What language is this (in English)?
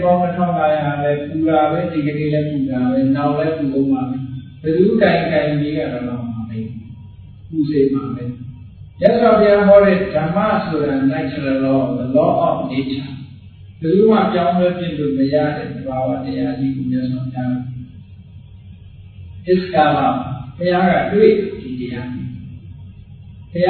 Burmese